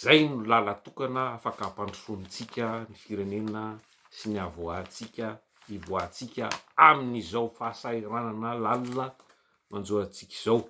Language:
Malagasy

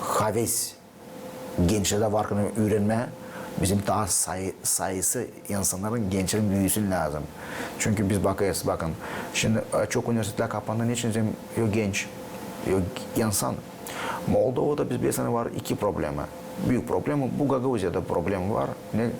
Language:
Gagauz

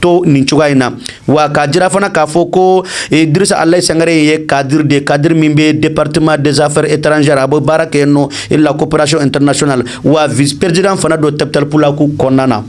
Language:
Bambara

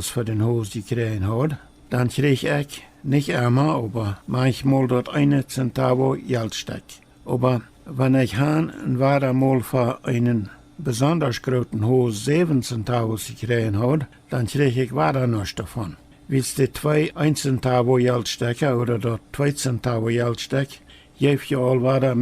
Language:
Plautdietsch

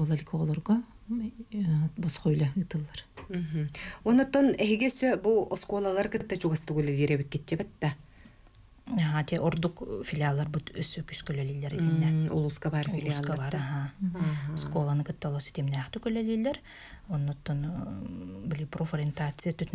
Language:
Yakut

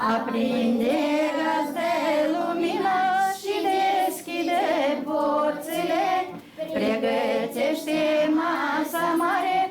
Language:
Gagauz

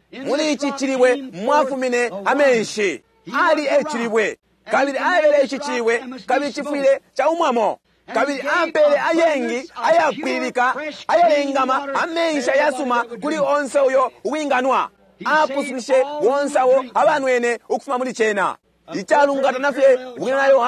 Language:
Bemba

